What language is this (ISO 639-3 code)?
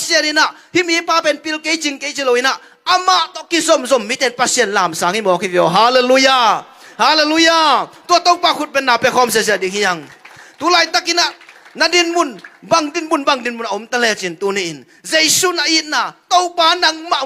ctd